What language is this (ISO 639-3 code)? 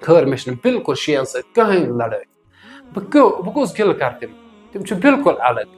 kas